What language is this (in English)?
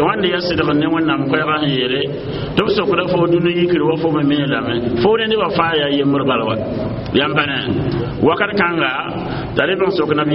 Mossi